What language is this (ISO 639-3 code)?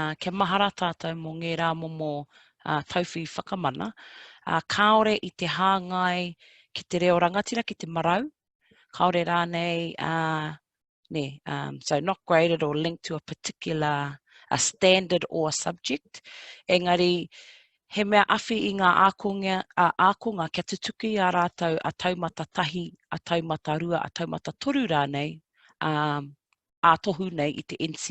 mri